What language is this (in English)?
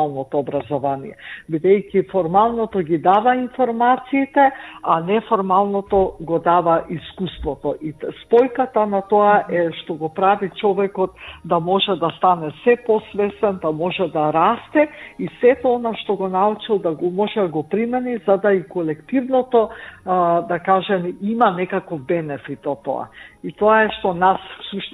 Macedonian